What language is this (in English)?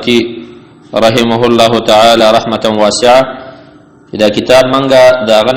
Pashto